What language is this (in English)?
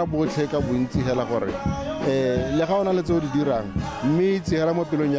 Tswana